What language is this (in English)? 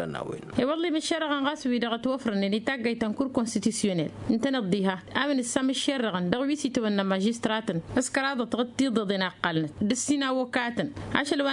Tamasheq